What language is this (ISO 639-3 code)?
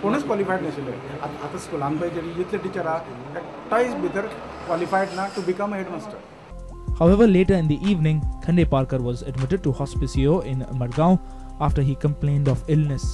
kok